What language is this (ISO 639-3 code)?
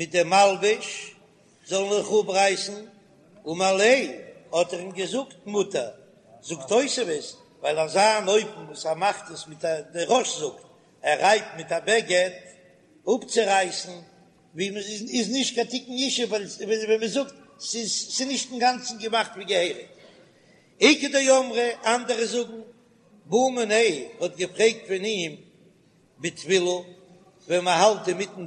yid